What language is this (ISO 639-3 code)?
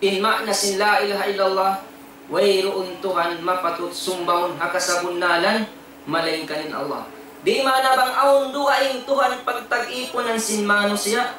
tsg